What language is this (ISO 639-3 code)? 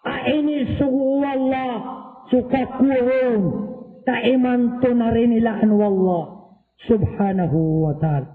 mrw